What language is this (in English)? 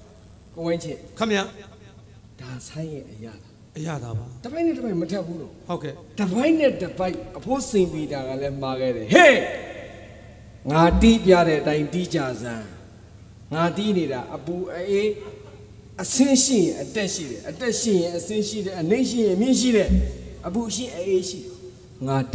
Burmese